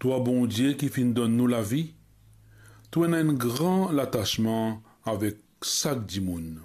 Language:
Morisyen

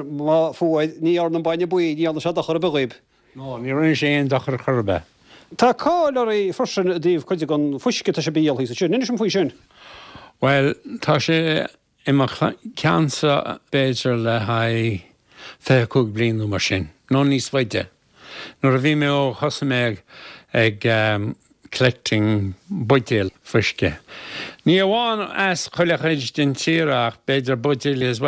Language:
Irish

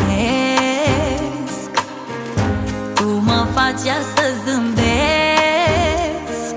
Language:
Romanian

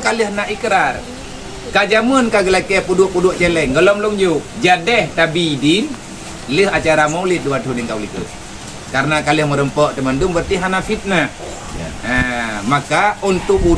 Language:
Achinese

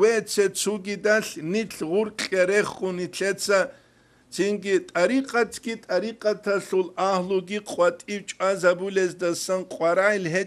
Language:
Avaric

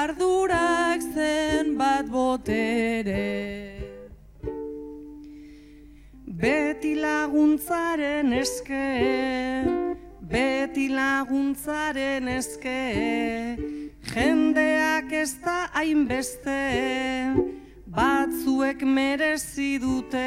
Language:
Basque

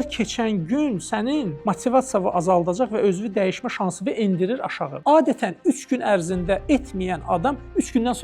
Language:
Azerbaijani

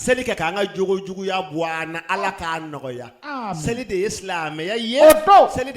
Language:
Bambara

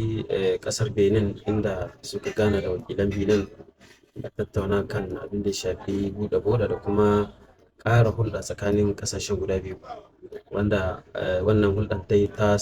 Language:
Hausa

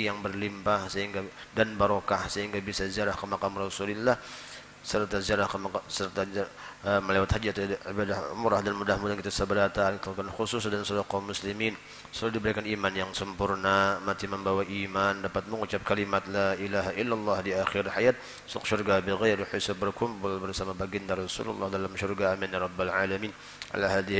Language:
Banjar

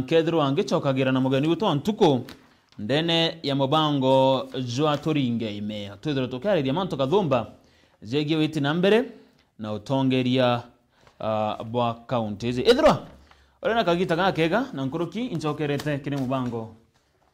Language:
Meru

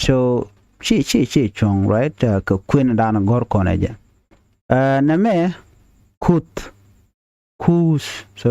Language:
Nuer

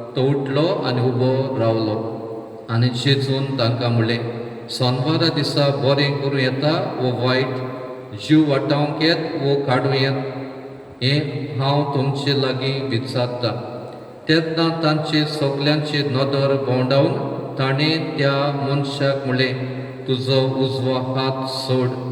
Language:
Konkani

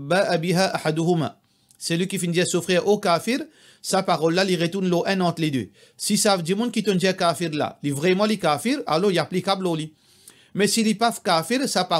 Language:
Morisyen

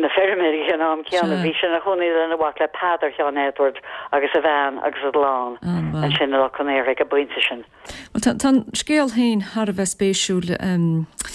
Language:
Irish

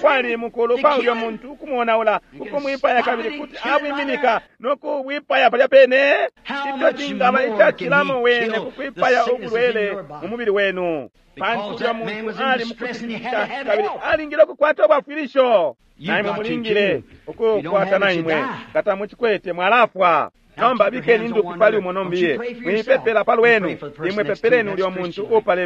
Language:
Bemba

